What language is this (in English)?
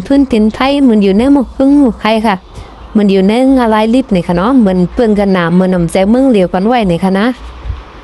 Shan